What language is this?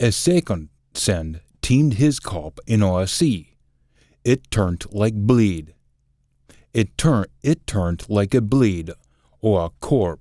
Scots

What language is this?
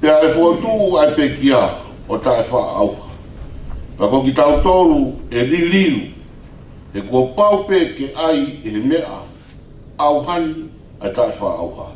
Tongan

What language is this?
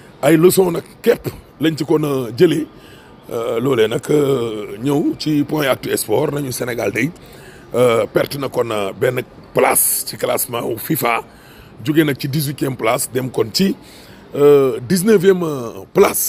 Wolof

